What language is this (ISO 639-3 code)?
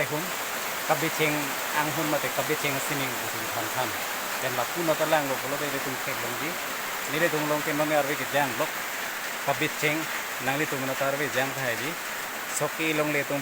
mjw